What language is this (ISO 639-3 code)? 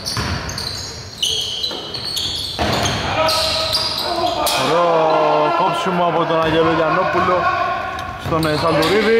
ell